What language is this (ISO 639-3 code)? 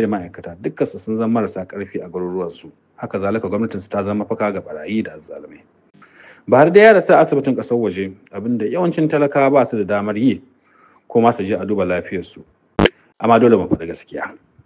hau